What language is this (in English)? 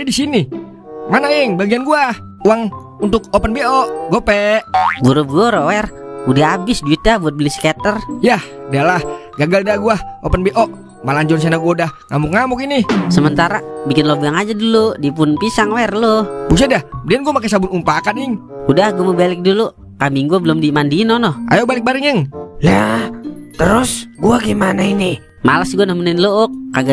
Betawi